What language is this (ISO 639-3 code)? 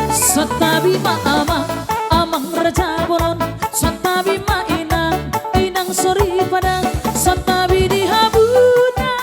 bbc